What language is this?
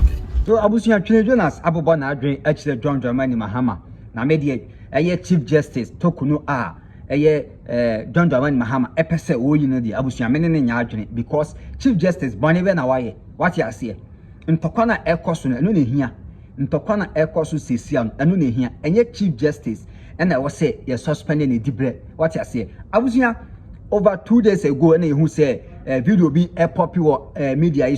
Akan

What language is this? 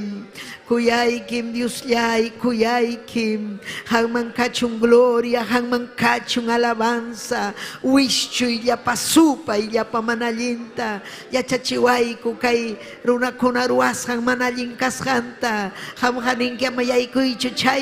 Ayacucho Quechua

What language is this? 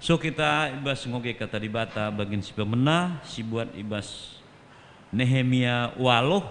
Batak Karo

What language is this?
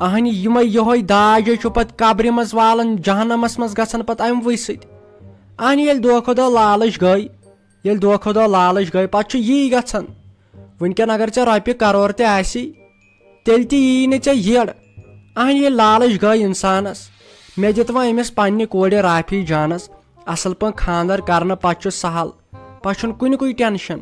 Kashmiri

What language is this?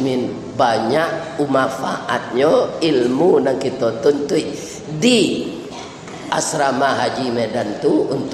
Minangkabau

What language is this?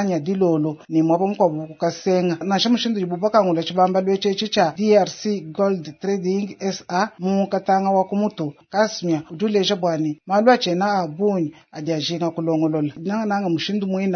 Luba-Lulua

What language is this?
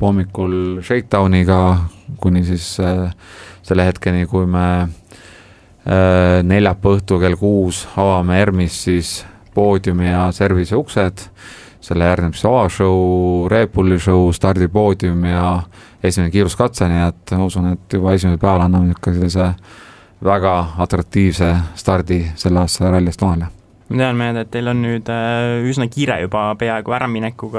Estonian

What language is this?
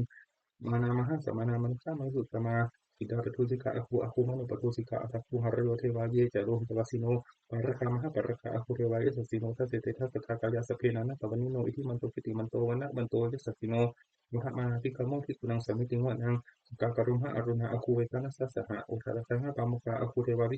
Pali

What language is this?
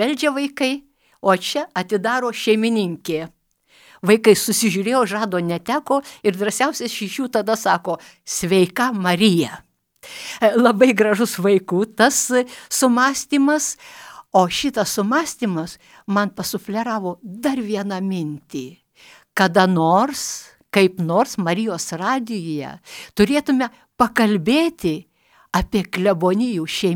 Lithuanian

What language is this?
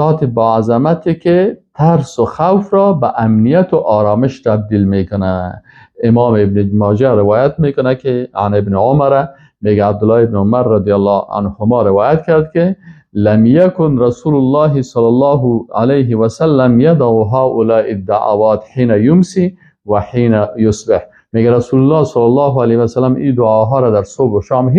Persian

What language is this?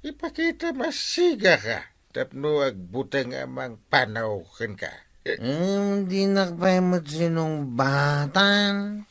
Iloko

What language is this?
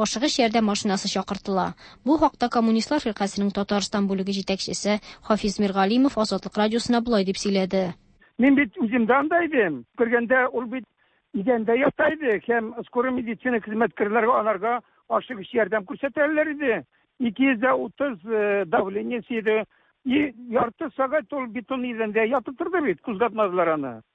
Tatar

